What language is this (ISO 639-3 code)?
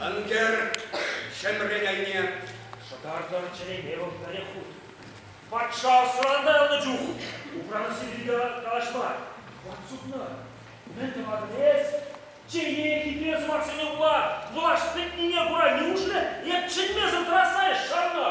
chv